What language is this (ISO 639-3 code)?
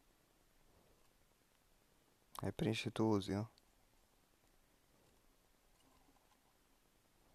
ron